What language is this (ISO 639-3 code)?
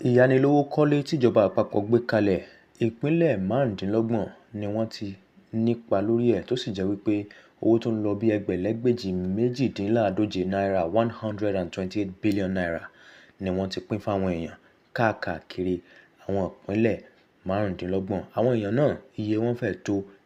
yor